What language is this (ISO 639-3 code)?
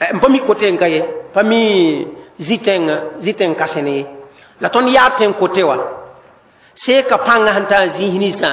mos